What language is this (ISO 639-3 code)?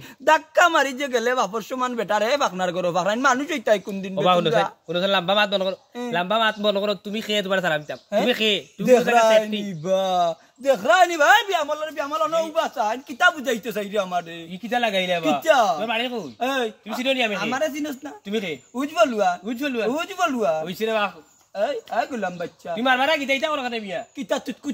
syl